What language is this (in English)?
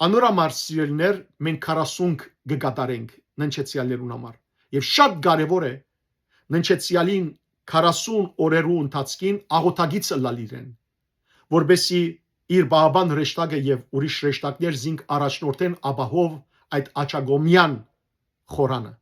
Western Armenian